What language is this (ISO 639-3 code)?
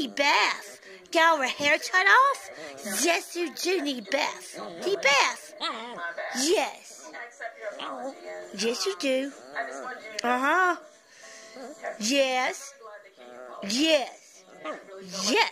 eng